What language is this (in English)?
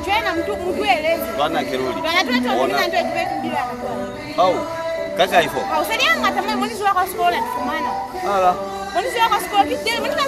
Lozi